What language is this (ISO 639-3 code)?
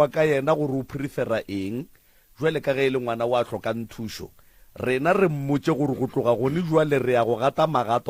nso